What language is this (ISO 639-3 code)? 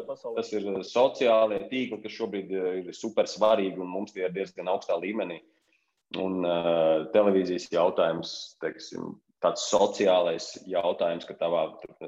lav